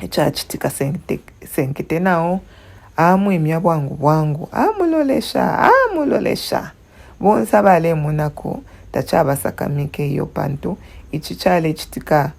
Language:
Bemba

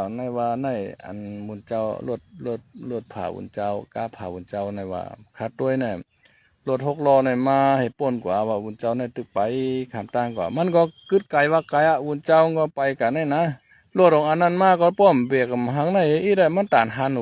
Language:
Shan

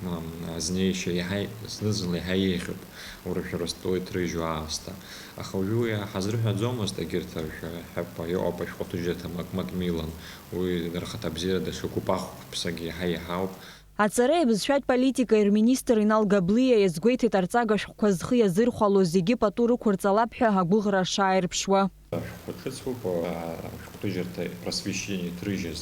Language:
Abkhazian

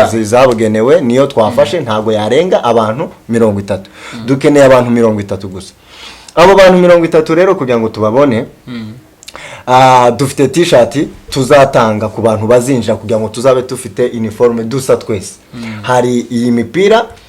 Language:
Kinyarwanda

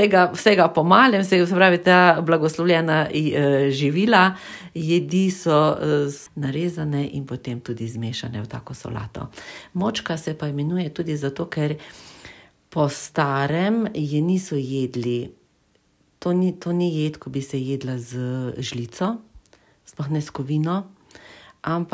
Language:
Slovenian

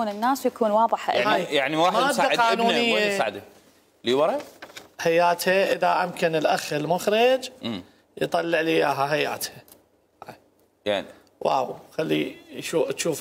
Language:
Mesopotamian Arabic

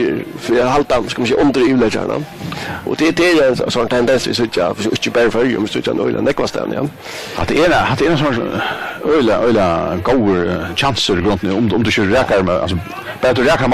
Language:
Faroese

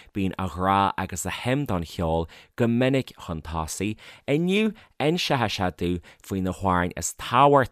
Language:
Irish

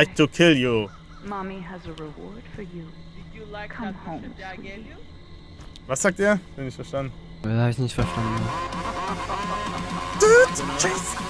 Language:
German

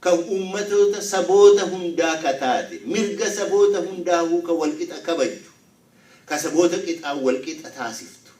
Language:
Oromo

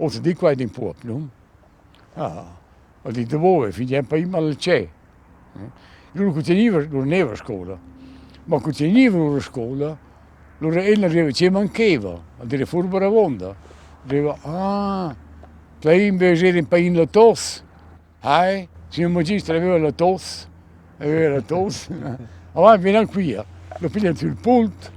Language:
Romansh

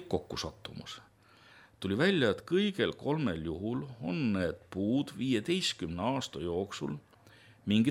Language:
Estonian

